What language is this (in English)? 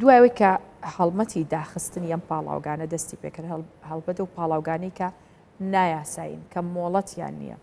Central Kurdish